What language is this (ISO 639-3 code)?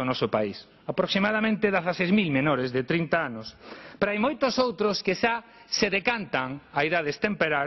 glg